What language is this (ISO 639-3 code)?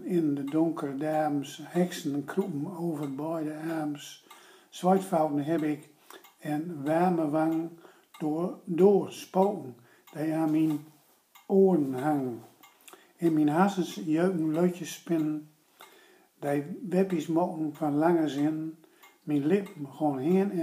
gos